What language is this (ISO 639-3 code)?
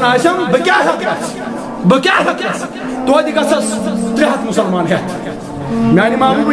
kas